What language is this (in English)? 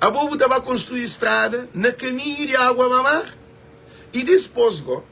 Kabuverdianu